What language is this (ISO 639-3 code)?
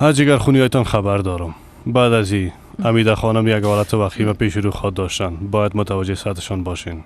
fas